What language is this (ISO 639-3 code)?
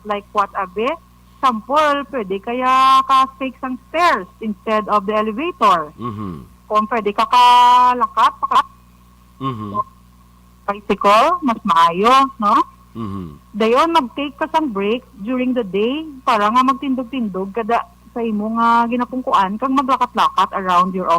hil